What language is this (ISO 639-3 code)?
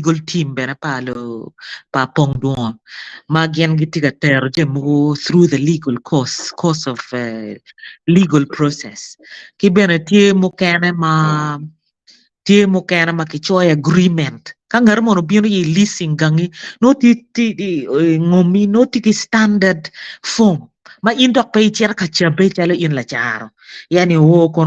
ach